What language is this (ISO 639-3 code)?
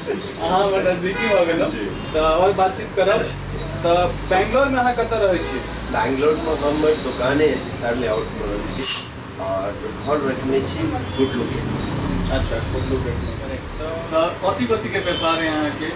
mai